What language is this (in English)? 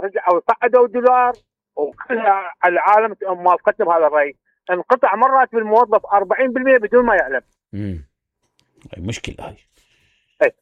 Mesopotamian Arabic